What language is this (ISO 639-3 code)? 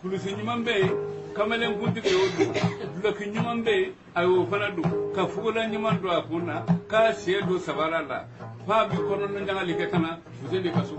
bam